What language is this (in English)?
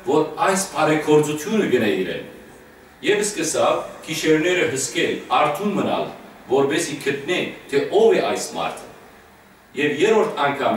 Western Armenian